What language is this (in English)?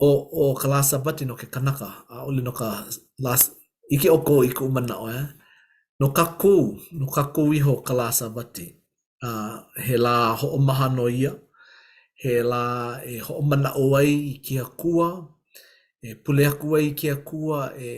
Hawaiian